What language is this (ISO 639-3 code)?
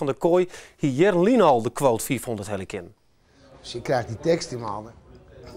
fry